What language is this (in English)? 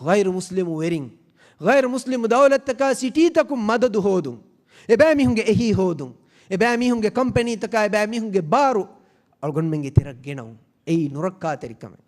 Divehi